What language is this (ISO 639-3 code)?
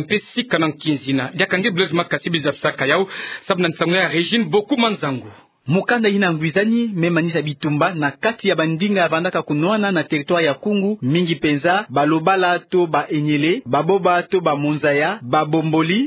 ktu